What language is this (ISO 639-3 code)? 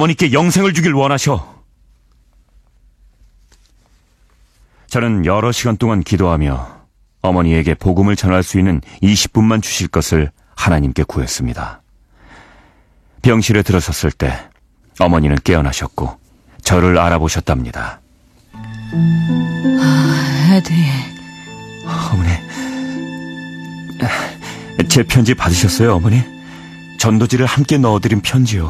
kor